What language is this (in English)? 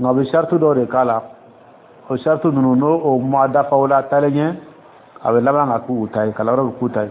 Dyula